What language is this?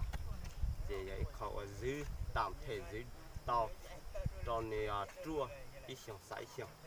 Hmong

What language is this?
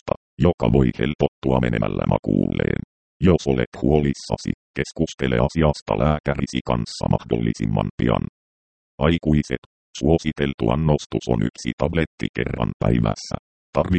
Finnish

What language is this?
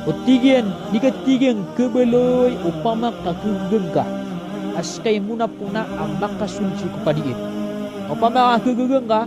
Maranao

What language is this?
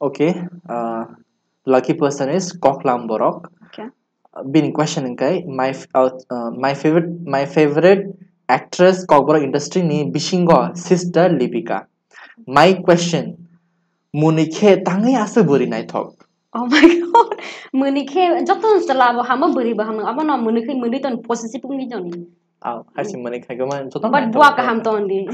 Kok Borok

